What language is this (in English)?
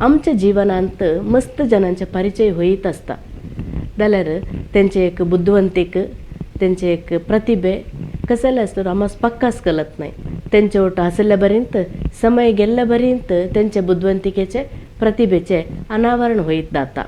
Konkani